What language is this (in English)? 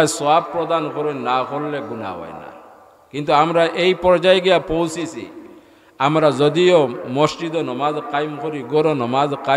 Sylheti